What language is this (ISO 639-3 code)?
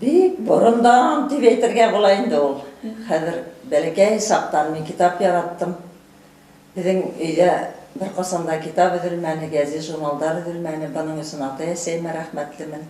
bak